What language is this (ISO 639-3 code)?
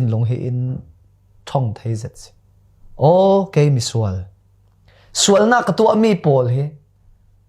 cfm